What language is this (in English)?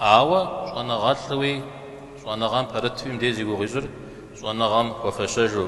Kabardian